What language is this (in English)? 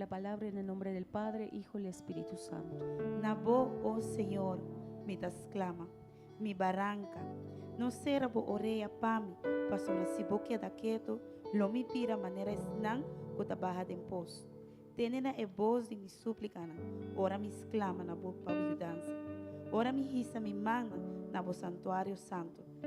Papiamento